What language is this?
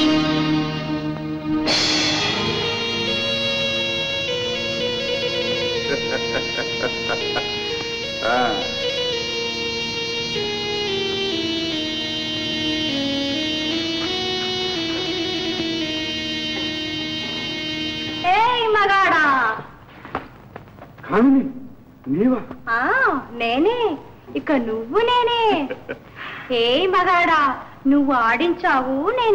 Telugu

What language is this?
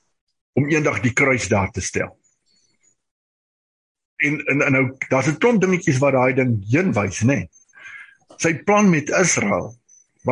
Afrikaans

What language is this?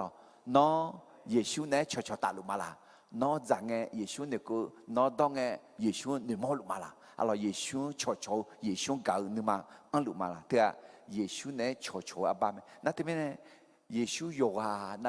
Akha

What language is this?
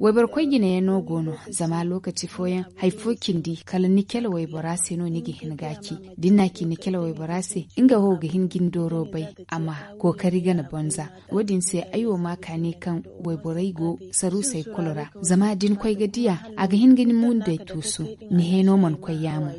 Zarma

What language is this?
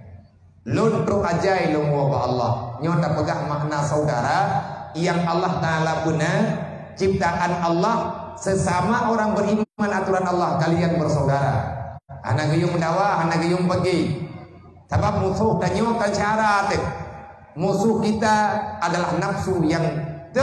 Achinese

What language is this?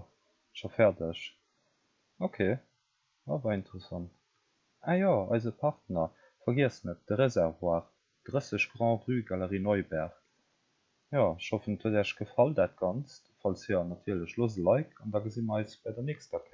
Luxembourgish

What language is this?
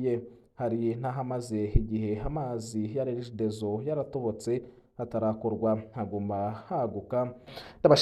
Rundi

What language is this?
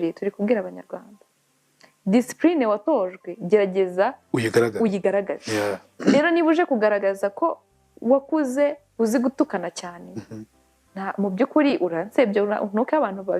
Kinyarwanda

